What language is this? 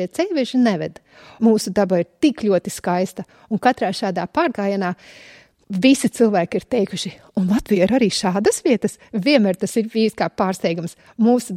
Latvian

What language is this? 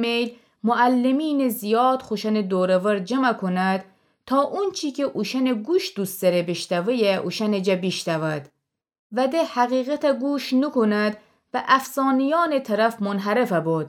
Gilaki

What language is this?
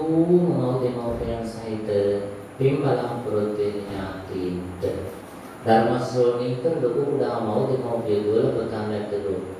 Sinhala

